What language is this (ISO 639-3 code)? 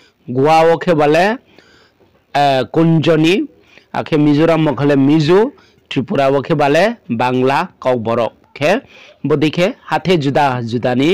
ria